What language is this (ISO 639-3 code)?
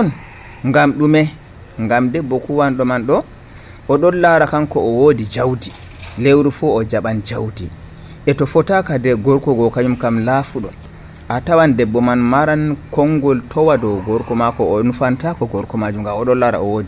fuv